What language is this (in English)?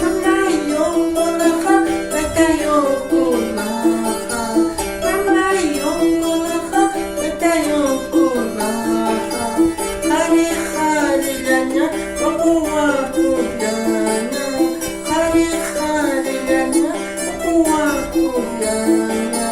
Ayacucho Quechua